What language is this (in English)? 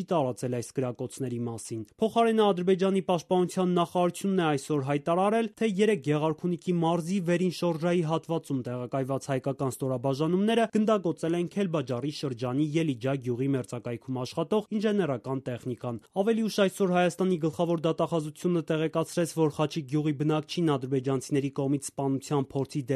Armenian